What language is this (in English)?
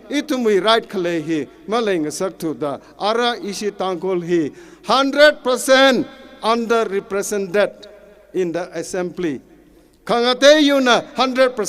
Tangkhul Naga (India)